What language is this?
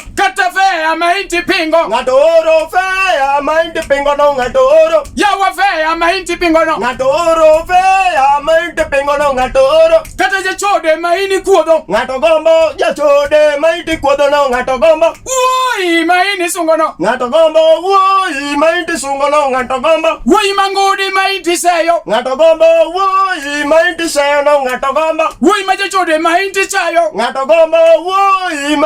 Luo (Kenya and Tanzania)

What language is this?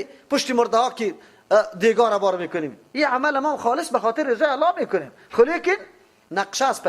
Persian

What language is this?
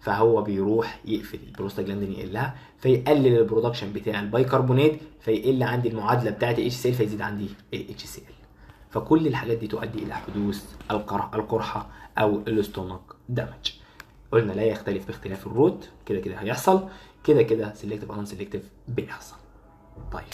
Egyptian Arabic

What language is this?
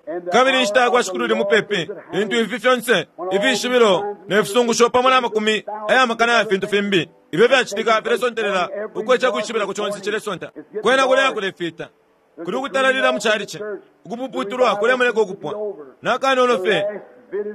Bemba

